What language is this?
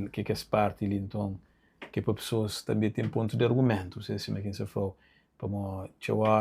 Kabuverdianu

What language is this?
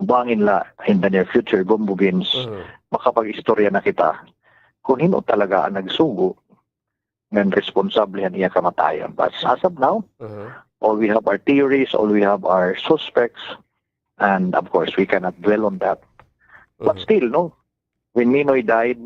Waray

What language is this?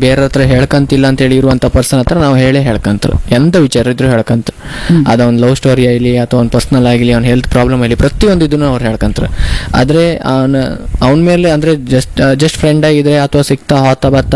Kannada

